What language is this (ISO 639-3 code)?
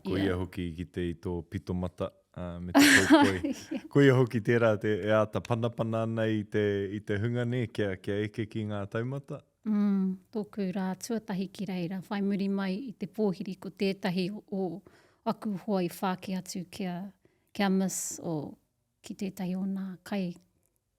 mri